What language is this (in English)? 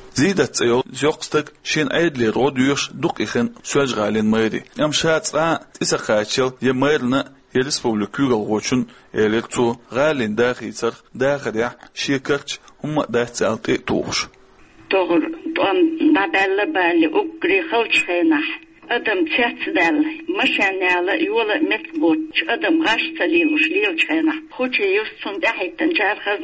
Chechen